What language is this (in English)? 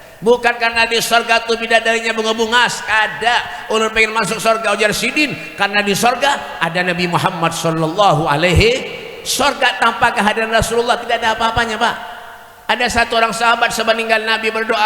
Banjar